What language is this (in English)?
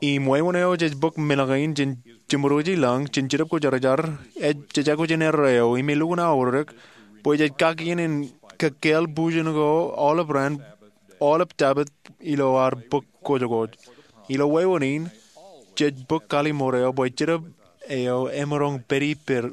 Marshallese